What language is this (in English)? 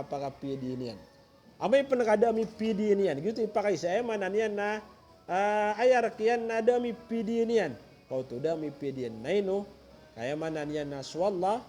Maranao